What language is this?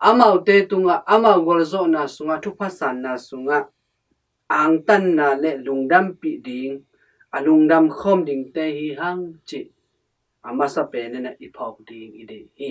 Tedim Chin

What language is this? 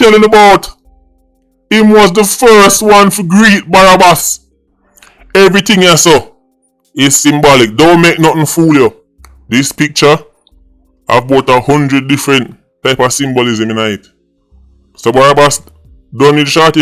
Jamaican Creole English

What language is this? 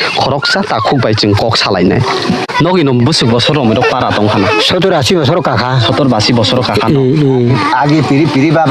Kok Borok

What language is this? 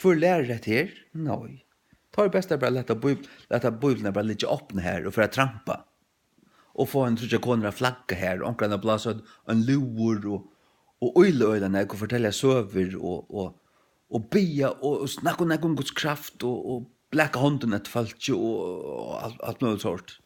Faroese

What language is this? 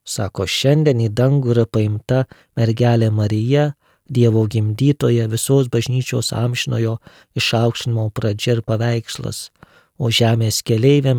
Lithuanian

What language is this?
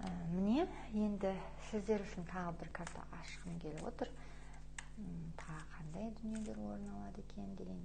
Kazakh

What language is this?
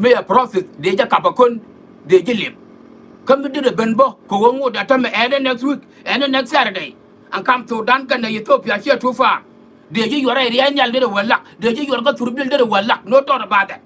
Nuer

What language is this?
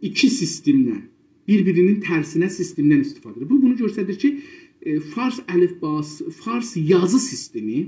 South Azerbaijani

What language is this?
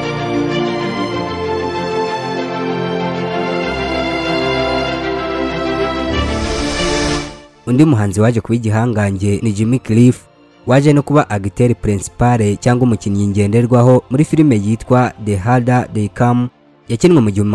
Kinyarwanda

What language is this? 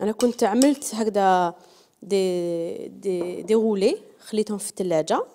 Algerian Arabic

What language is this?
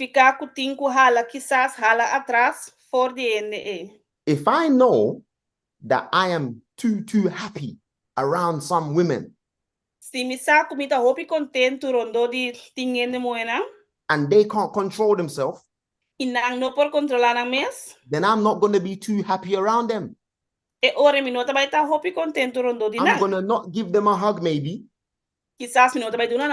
Papiamento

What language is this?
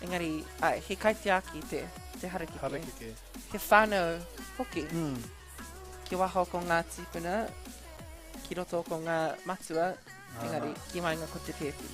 Māori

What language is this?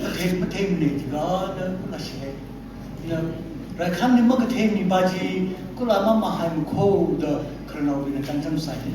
Tangkhul Naga (India)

